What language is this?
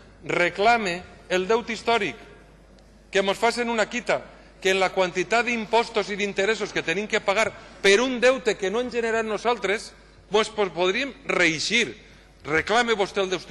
Catalan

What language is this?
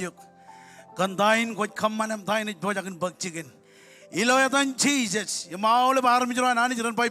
Marshallese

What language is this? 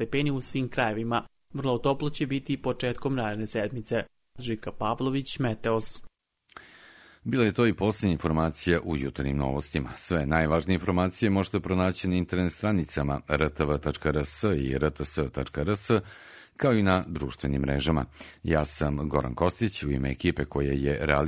Serbian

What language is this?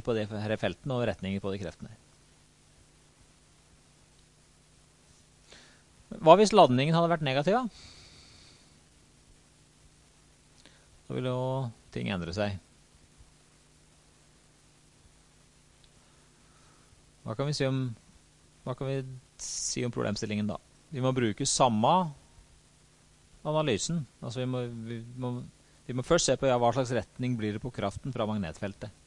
Norwegian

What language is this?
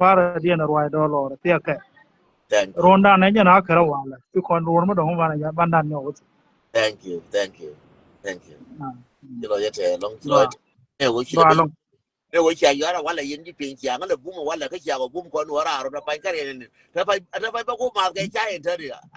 Nuer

